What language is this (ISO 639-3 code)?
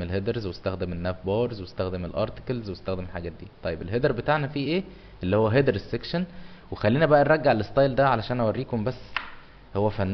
arz